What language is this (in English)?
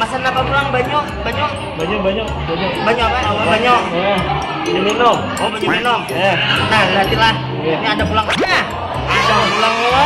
Banjar